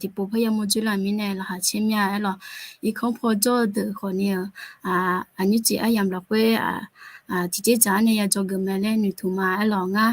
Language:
Akha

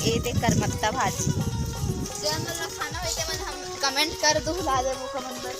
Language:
Chhattisgarhi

